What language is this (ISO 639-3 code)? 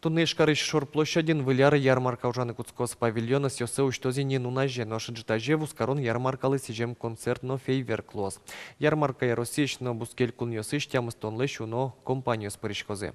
udm